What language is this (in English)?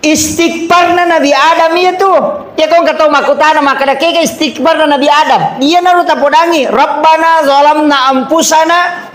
Buginese